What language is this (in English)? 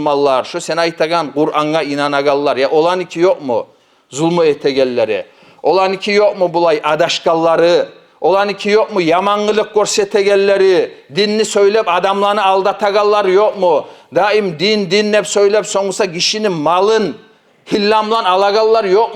Kumyk